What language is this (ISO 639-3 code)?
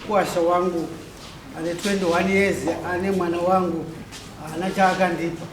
sna